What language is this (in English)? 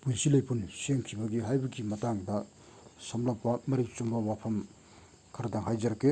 Manipuri